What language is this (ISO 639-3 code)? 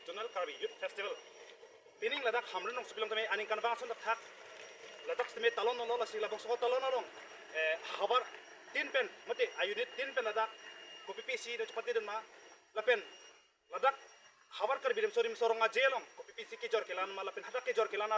mjw